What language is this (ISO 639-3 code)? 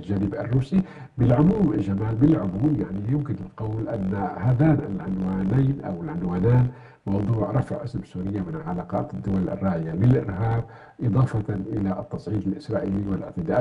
ara